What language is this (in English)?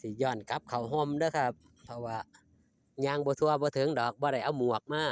Northeastern Thai